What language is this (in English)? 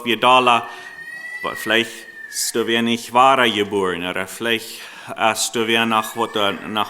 Plautdietsch